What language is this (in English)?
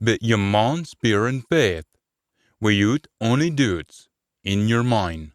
Scots